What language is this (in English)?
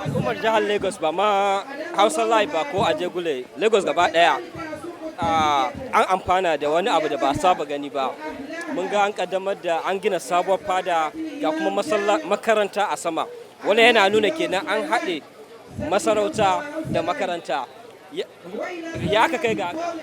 Hausa